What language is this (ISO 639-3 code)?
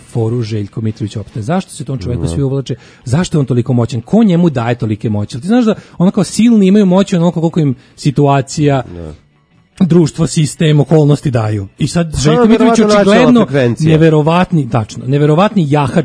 srp